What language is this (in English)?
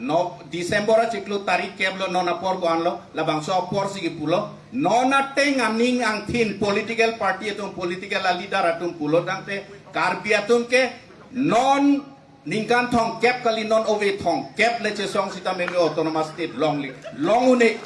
Karbi